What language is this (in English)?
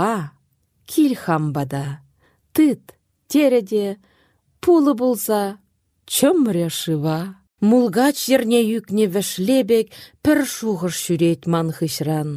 Chuvash